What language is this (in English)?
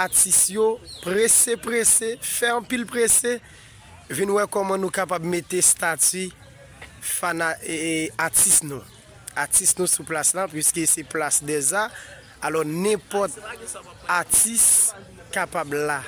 Haitian Creole